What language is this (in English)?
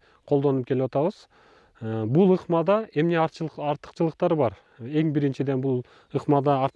Kyrgyz